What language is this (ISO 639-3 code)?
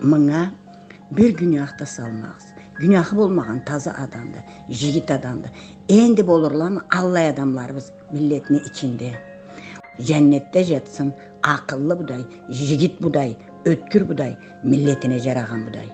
krc